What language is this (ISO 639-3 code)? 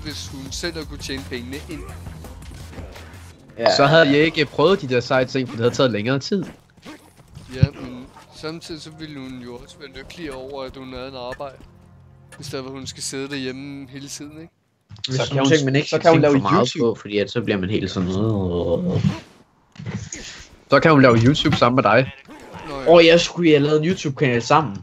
dan